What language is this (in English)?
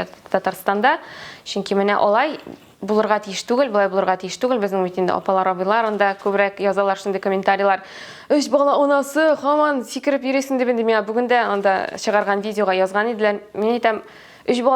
Tatar